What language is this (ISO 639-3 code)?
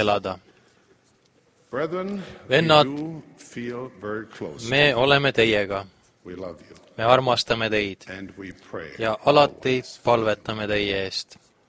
est